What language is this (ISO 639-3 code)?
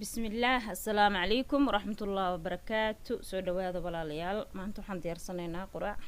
som